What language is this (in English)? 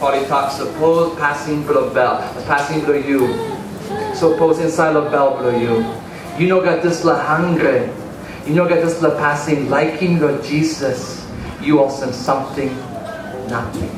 Tok Pisin